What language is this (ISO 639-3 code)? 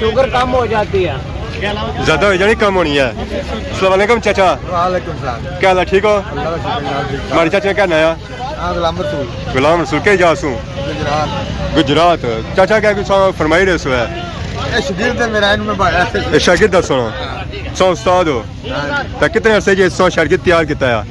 phr